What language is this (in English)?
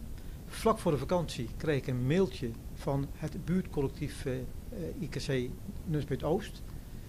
Dutch